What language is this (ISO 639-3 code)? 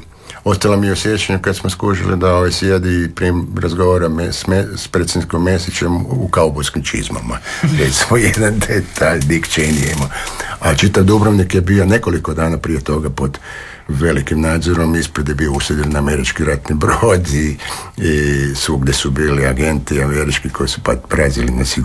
hrv